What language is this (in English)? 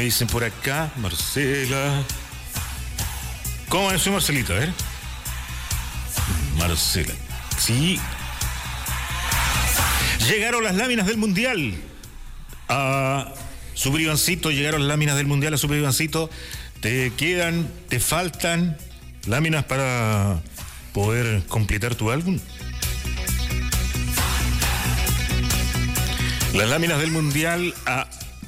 Spanish